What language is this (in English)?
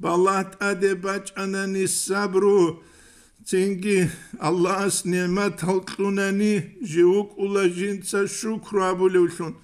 Avaric